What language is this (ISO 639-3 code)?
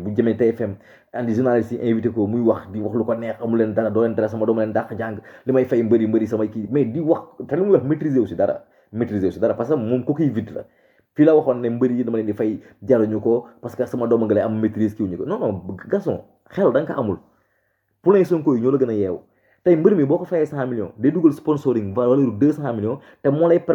wol